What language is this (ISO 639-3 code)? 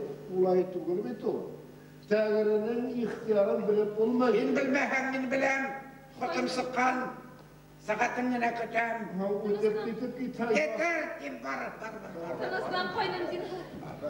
bak